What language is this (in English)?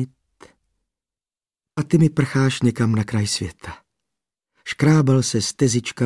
Czech